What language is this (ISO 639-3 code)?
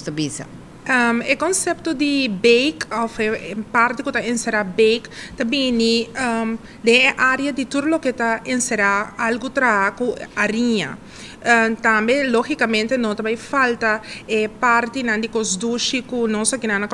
pap